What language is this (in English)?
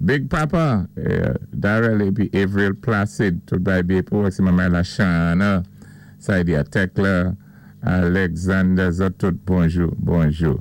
Saint Lucian Creole French